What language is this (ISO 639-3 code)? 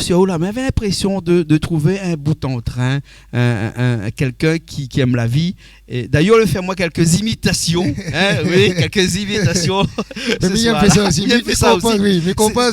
rcf